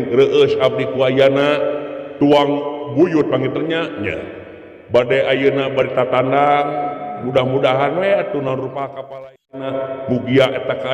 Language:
Sundanese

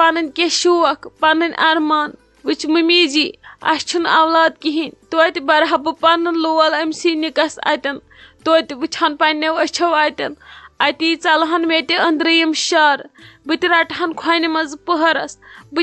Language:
Kashmiri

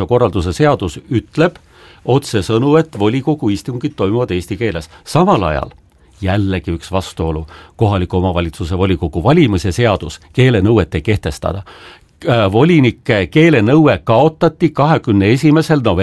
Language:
Estonian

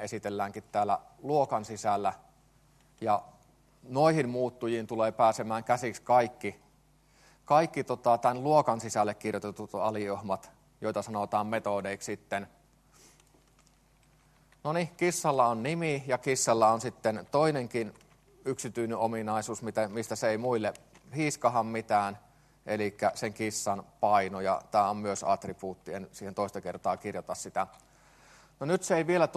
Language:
Finnish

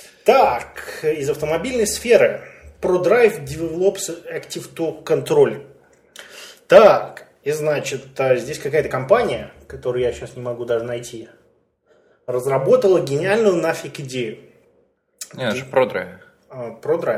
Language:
Russian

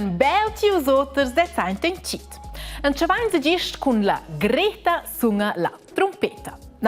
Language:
Romansh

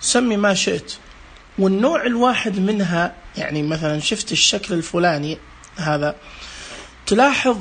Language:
Najdi Arabic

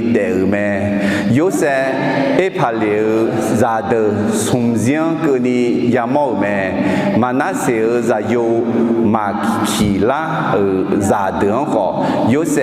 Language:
Akha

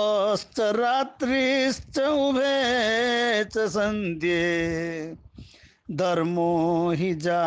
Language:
Sanskrit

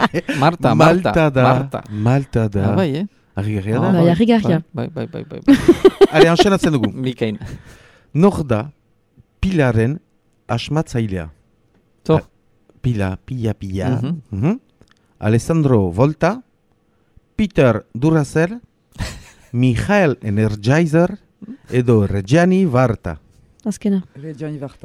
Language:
Basque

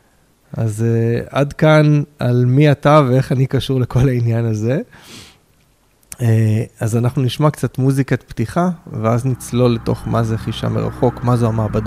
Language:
Hebrew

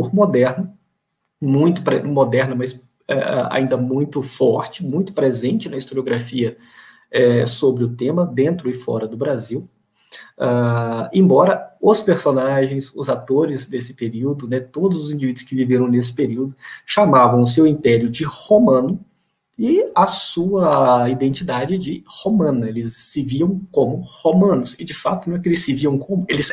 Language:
Portuguese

